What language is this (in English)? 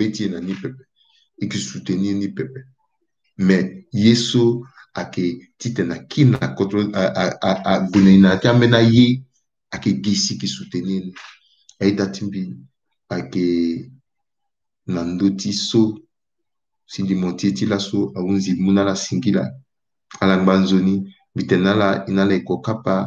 Sango